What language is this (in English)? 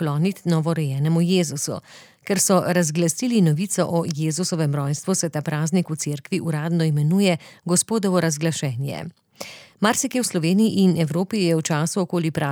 Slovenian